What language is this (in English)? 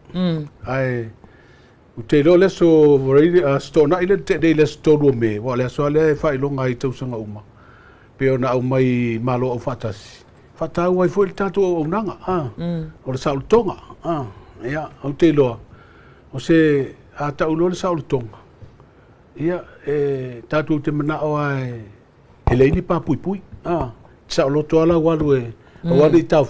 Samoan